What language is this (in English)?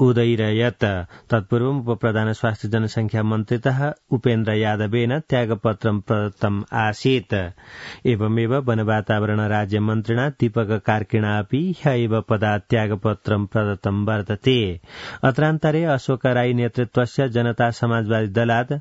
Sanskrit